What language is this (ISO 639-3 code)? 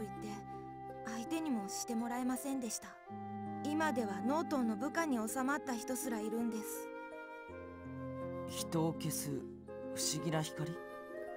jpn